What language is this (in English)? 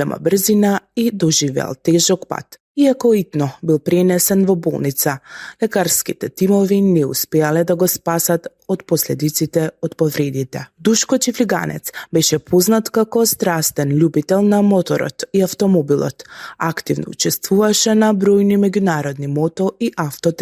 Macedonian